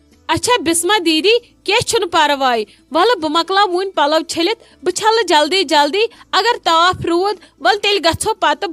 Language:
Kashmiri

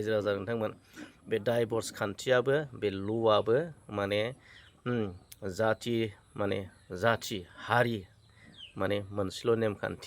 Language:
Bodo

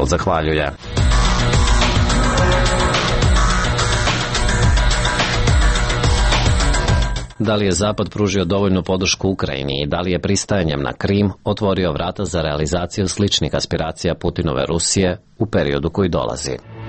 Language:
Serbian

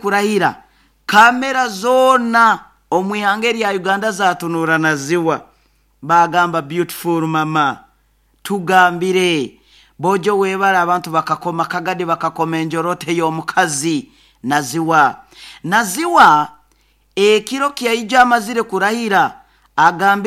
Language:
Nyoro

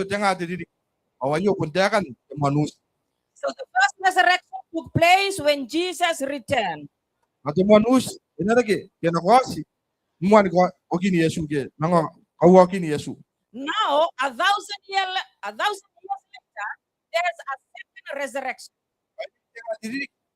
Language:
Gilbertese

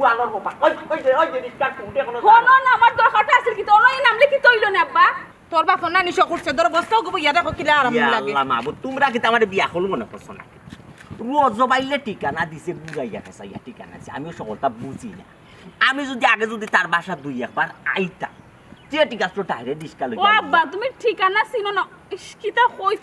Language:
Sylheti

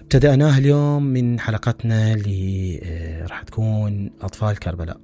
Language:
Mesopotamian Arabic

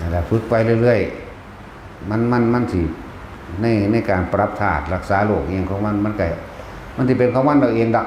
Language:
Northeastern Thai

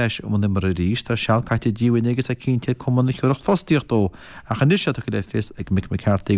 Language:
Irish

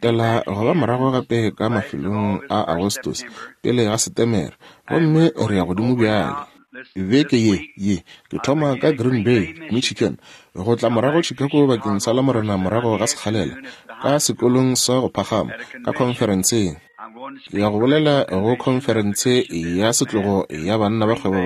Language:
Northern Sotho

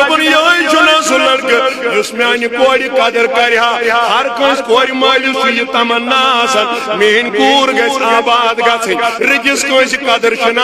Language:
Kashmiri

